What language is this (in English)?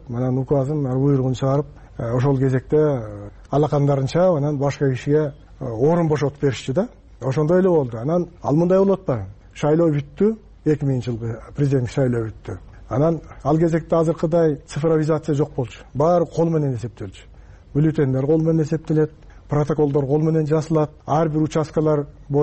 Kyrgyz